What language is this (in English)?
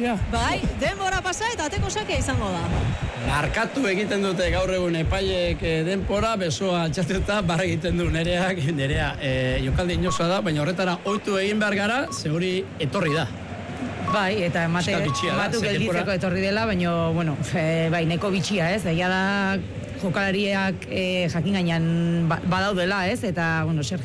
Basque